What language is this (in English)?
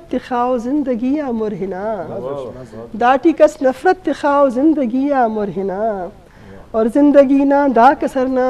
Eastern Balochi